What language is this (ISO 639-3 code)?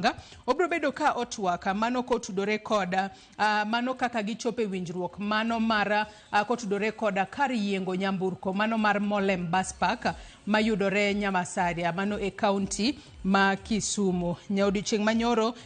luo